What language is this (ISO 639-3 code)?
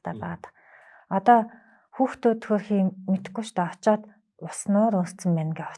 mon